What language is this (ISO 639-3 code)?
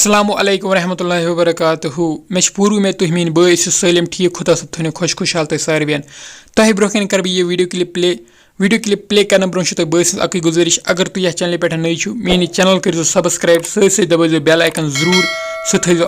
kas